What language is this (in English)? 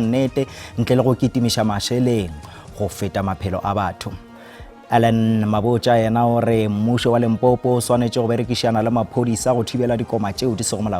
Northern Sotho